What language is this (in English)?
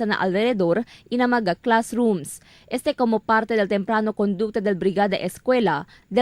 Chavacano